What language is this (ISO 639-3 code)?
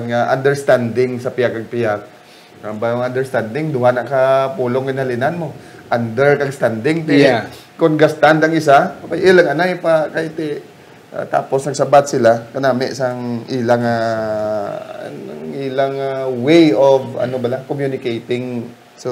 hil